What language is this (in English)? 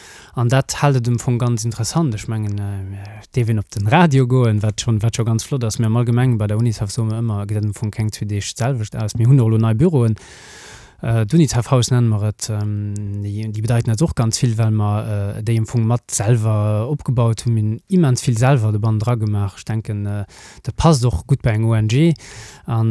Luxembourgish